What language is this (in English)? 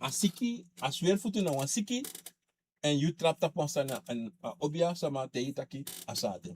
Sranan Tongo